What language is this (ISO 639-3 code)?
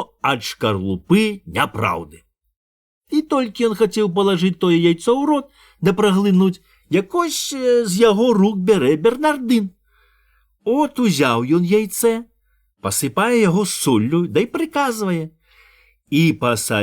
bel